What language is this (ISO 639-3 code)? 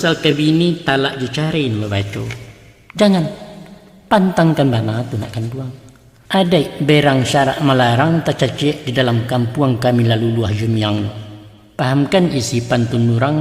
min